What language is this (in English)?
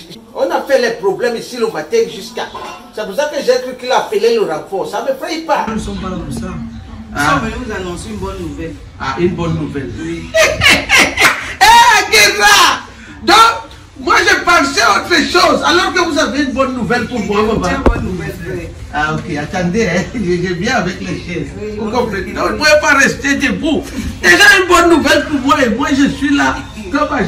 French